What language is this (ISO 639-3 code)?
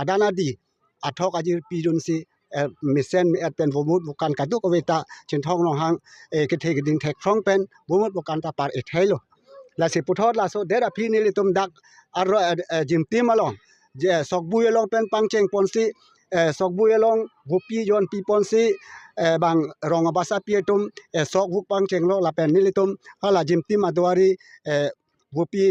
mjw